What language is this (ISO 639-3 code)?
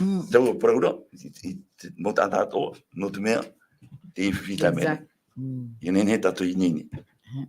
tah